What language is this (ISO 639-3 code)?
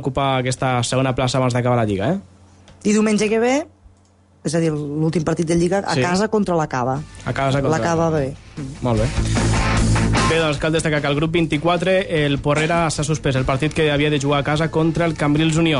cat